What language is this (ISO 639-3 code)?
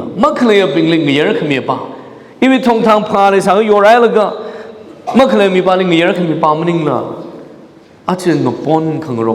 nmf